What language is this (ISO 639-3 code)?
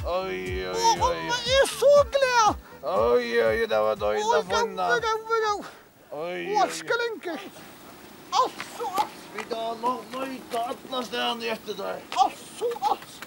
fao